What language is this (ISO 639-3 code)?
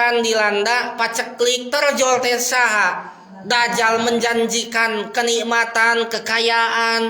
sun